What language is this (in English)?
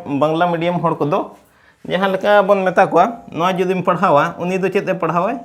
Santali